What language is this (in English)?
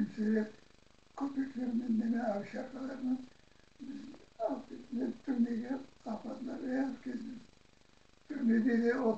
Crimean Tatar